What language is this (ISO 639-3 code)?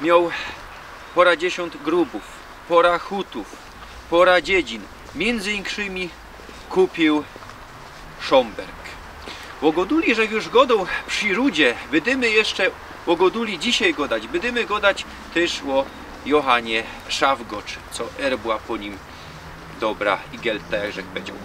szl